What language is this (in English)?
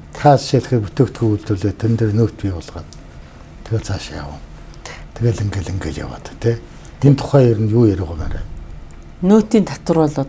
Mongolian